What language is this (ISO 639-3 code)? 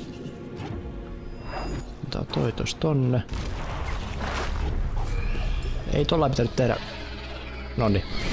fin